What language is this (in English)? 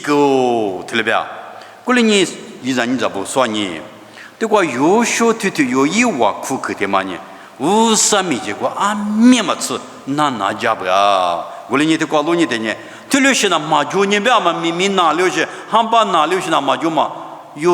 Lisu